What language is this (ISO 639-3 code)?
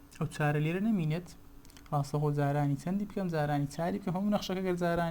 ckb